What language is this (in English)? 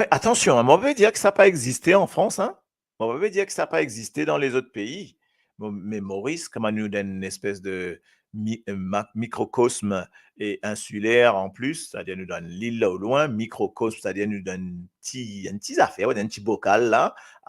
Morisyen